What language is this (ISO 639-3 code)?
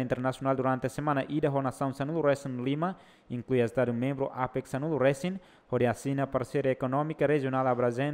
tet